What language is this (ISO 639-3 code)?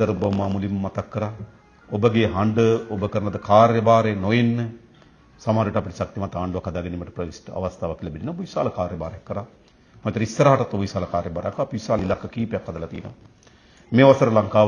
sin